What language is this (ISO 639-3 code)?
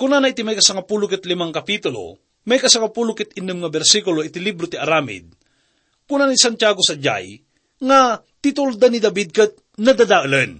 ilo